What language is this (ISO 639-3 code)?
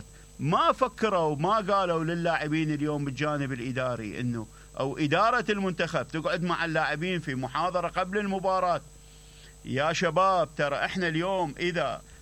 acm